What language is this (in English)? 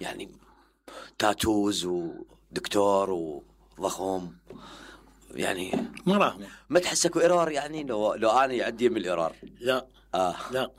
Mesopotamian Arabic